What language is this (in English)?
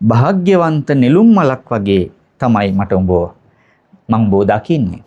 Sinhala